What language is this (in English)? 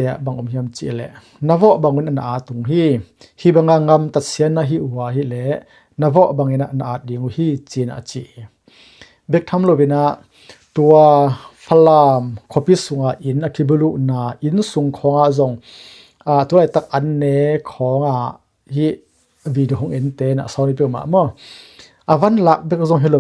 Tedim Chin